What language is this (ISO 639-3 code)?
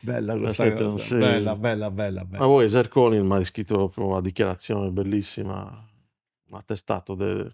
srd